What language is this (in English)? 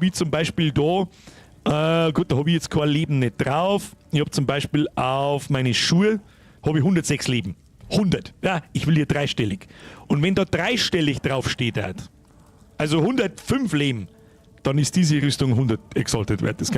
Bavarian